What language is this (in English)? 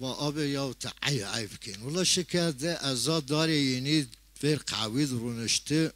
Zaza